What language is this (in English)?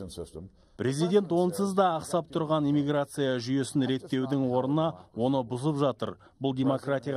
Kazakh